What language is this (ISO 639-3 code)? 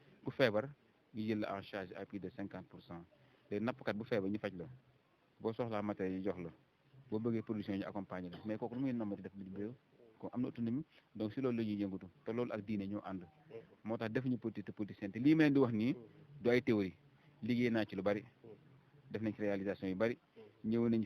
wol